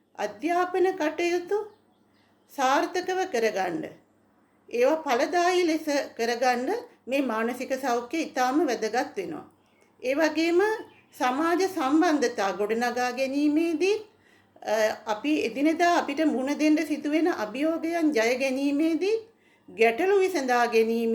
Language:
Sinhala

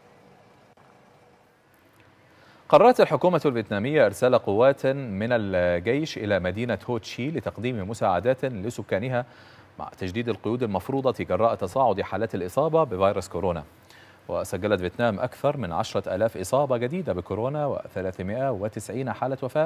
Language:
Arabic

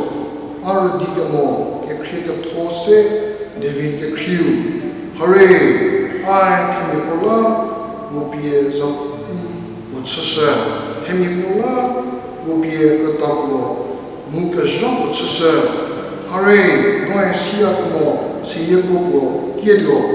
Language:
Angami Naga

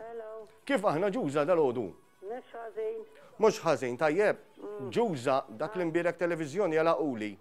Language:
Maltese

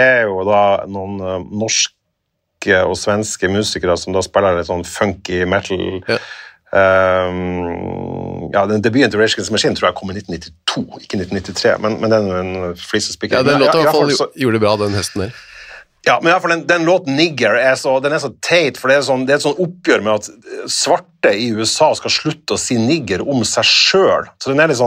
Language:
Norwegian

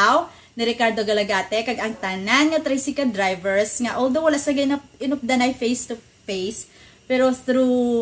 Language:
Hiligaynon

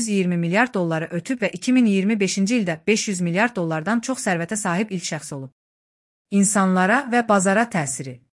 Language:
Azerbaijani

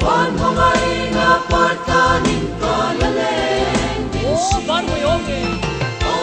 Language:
Hmar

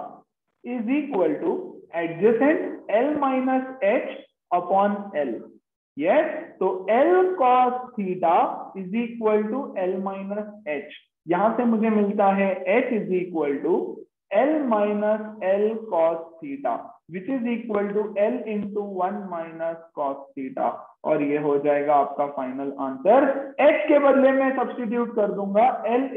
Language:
Hindi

